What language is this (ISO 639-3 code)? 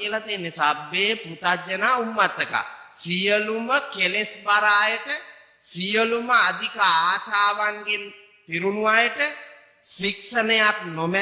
sin